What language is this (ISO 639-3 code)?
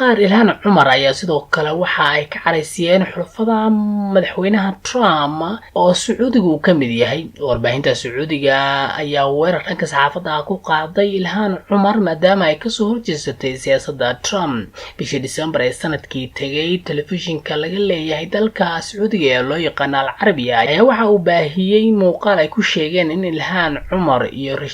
som